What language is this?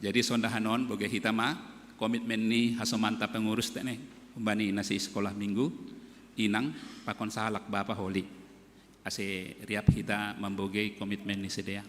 Batak Simalungun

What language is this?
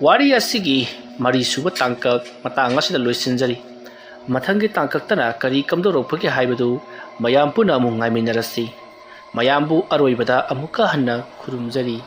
Manipuri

